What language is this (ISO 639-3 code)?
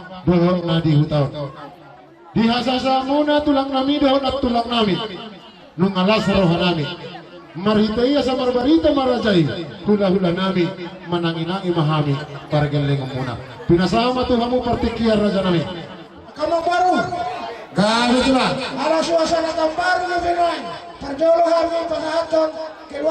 bbc